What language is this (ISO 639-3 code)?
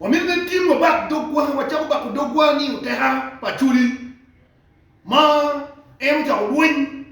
ach